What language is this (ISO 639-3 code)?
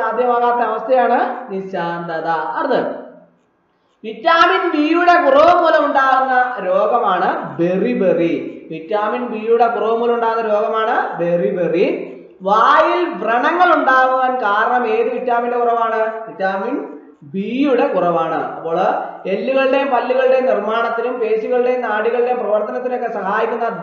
mal